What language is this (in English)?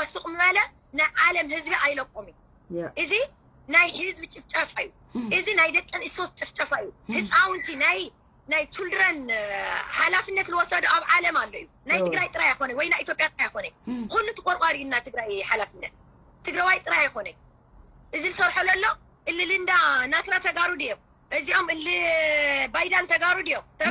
Tigrinya